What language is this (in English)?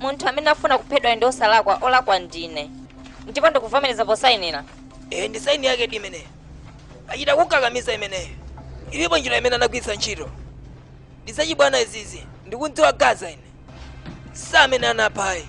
Nyanja